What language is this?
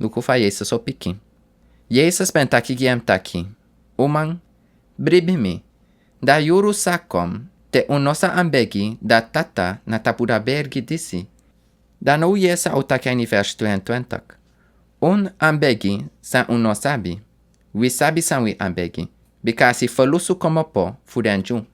Sranan Tongo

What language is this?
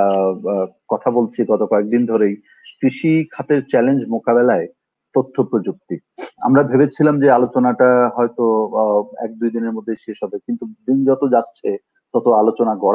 Bangla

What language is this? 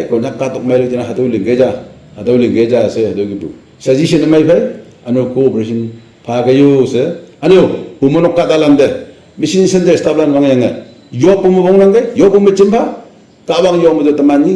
Naga Pidgin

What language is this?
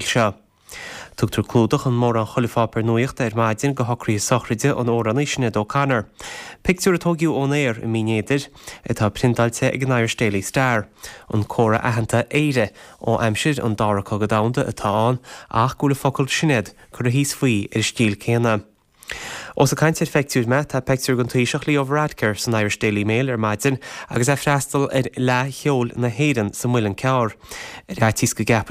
Irish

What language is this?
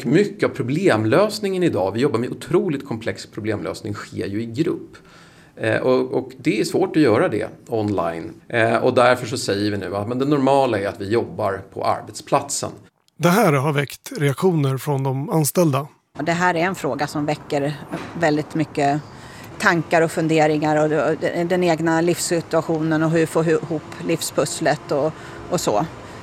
Swedish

